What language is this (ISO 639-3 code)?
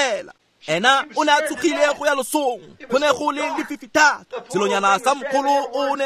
tsn